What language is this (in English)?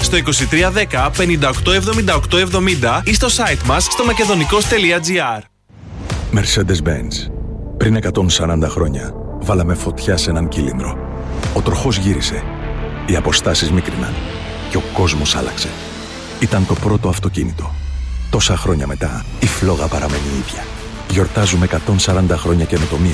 Greek